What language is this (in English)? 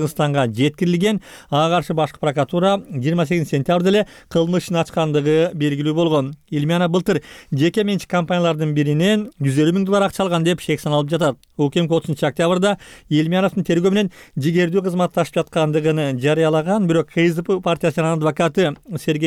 Kyrgyz